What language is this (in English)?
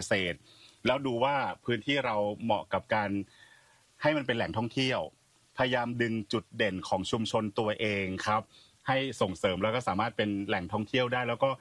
Thai